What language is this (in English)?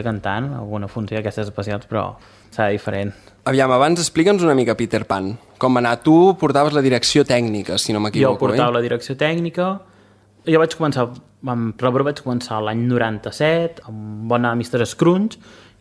Catalan